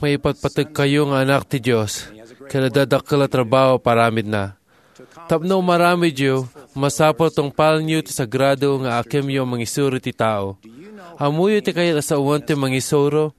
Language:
Iloko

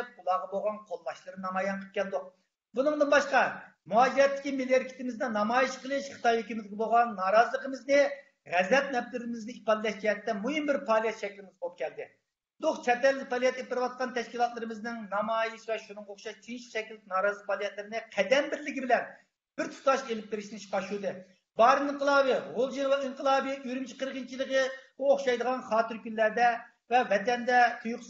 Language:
Uyghur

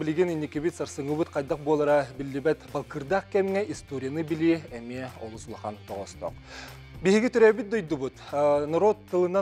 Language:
Yakut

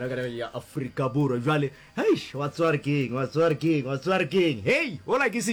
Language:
Northern Sotho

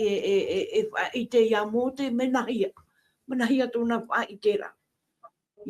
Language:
Tahitian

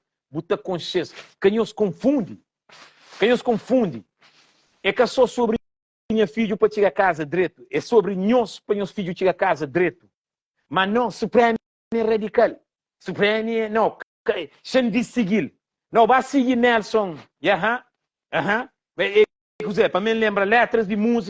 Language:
Kabuverdianu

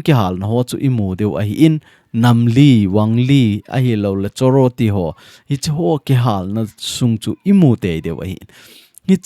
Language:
Thado Chin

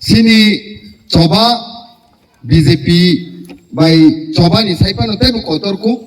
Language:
Kok Borok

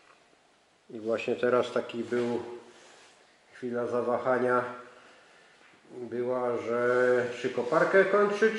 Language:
Polish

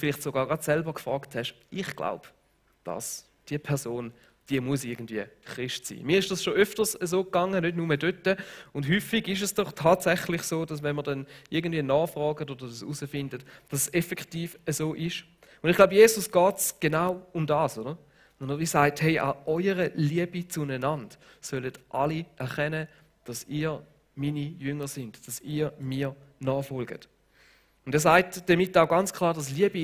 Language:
Swiss German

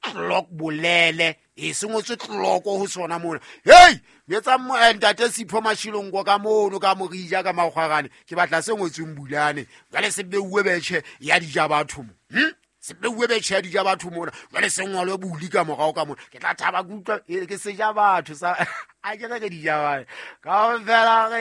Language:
Southern Sotho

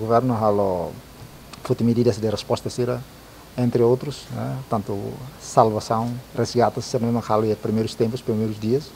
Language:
Tetum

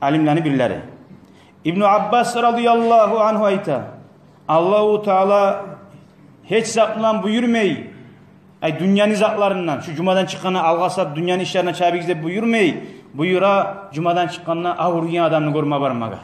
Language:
Kumyk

